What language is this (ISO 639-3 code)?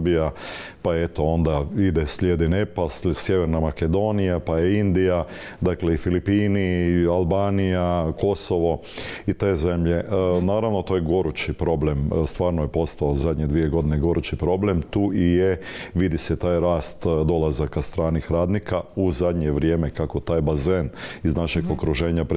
hrv